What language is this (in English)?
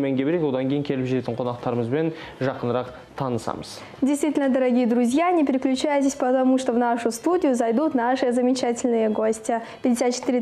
Kazakh